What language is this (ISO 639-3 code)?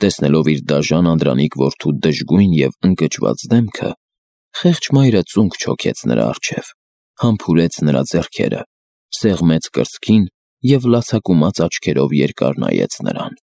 hye